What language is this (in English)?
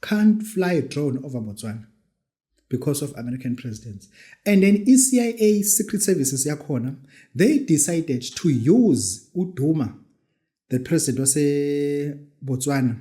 Zulu